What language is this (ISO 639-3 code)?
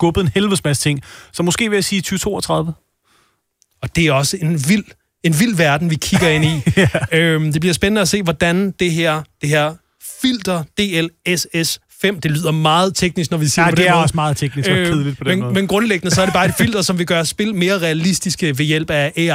dan